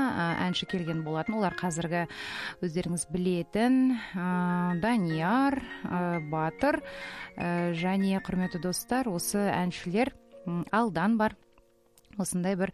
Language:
Kazakh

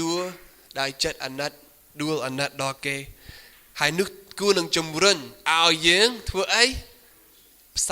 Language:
Khmer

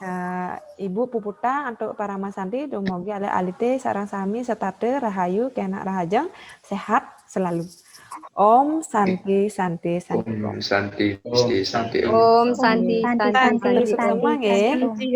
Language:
Balinese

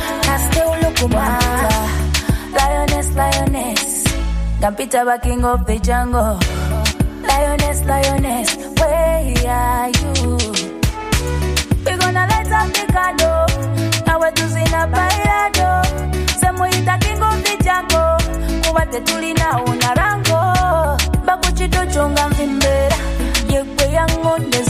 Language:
Swahili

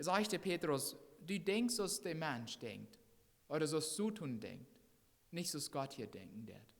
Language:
Plautdietsch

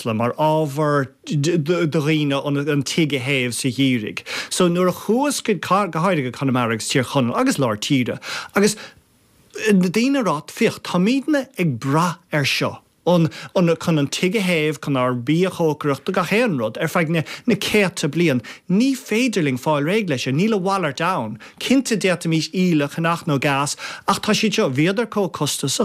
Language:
Irish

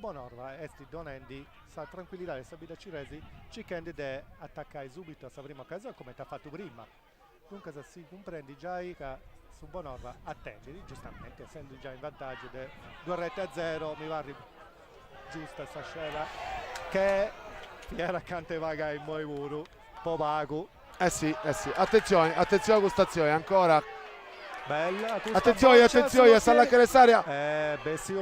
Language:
Sardinian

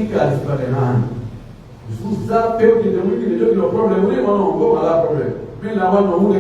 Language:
Pular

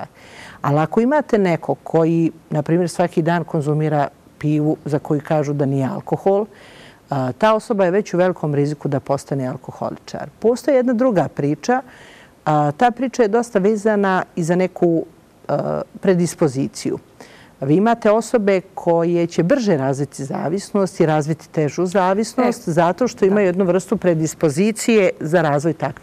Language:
Bosnian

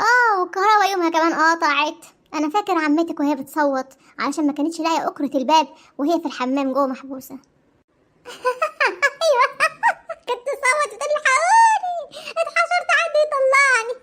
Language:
Egyptian Arabic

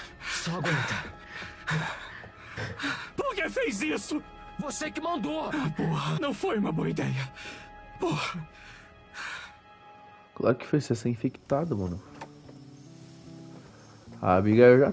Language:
Portuguese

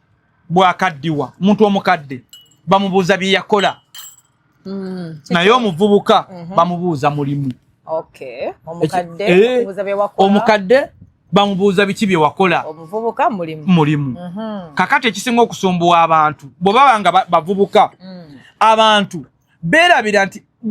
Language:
Ganda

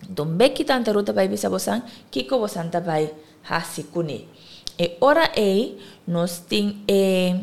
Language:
Papiamento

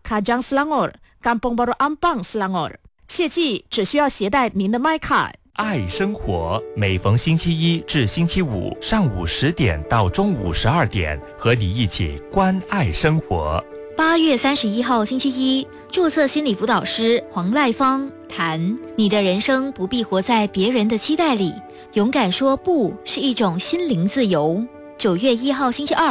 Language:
Chinese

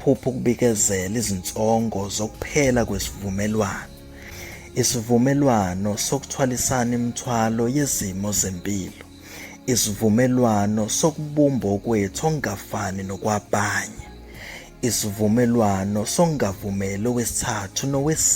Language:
Zulu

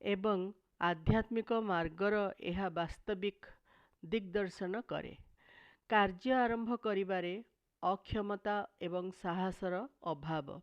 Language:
Odia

